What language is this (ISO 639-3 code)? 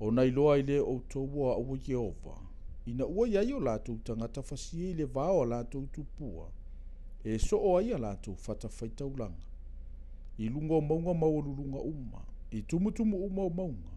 smo